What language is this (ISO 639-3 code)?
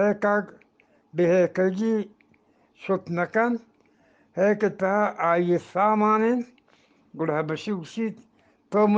bgp